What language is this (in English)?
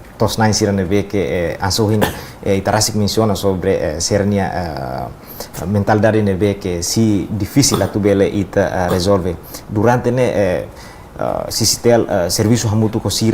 Tetum